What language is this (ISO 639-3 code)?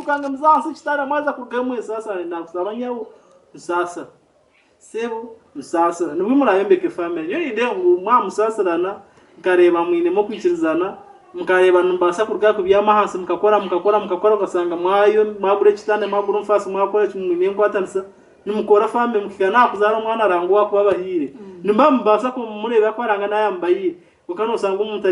nyn